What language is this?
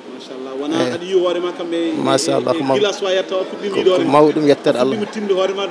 Fula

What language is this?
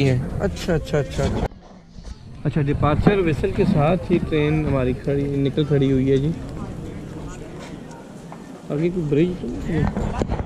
Hindi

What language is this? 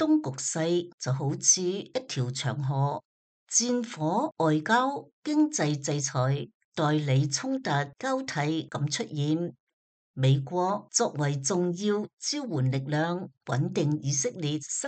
Cantonese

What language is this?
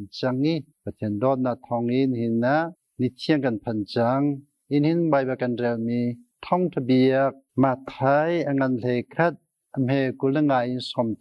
Hakha Chin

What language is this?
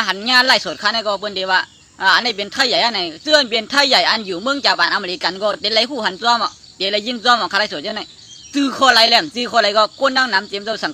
Shan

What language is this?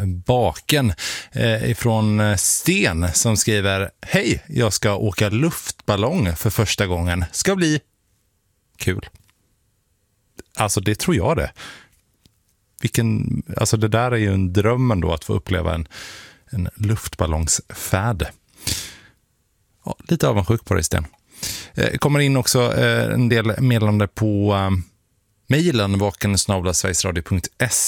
Swedish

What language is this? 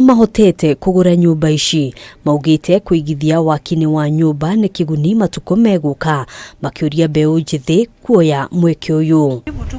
Kikuyu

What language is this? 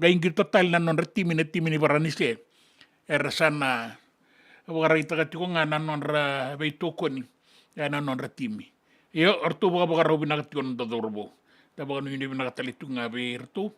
Fijian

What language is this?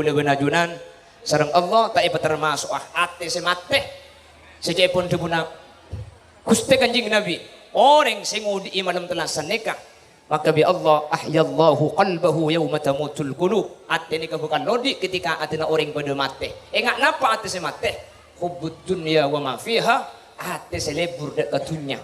Madurese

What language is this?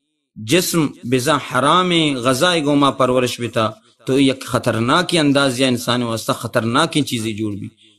Baluchi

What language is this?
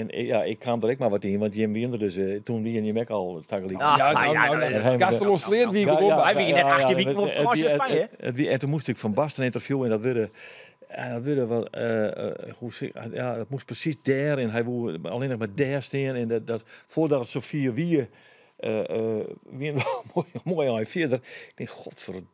Western Frisian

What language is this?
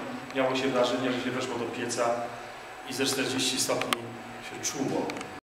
Polish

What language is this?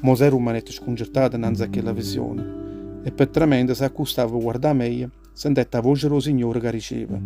Neapolitan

